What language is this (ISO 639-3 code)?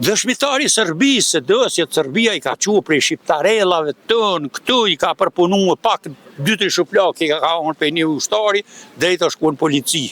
sqi